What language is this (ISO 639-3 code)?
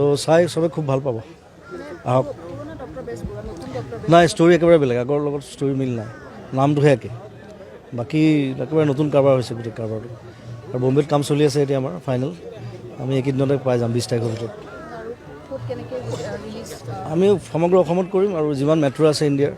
asm